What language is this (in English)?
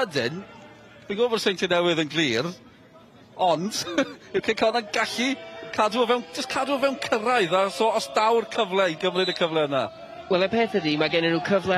Welsh